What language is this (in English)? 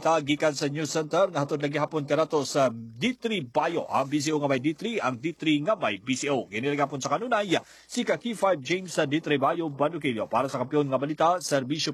Cebuano